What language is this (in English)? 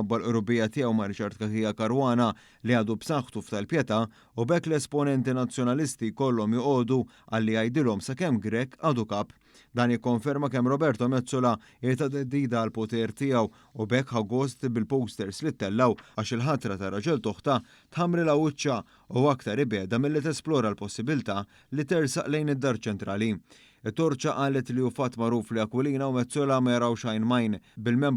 Maltese